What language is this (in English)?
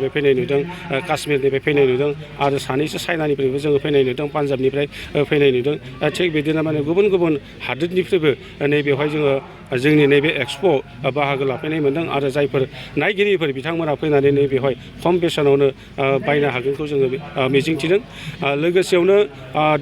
Bodo